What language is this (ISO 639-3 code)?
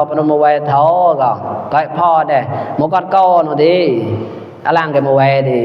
mnw